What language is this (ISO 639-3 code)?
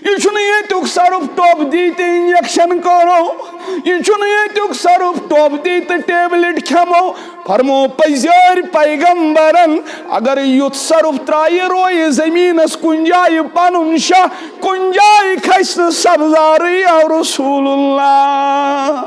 kas